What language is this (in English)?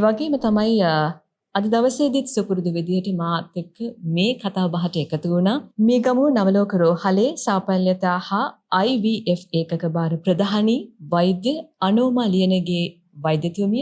Sinhala